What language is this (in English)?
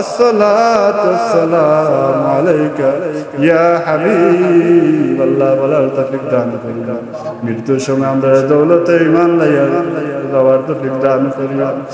Sylheti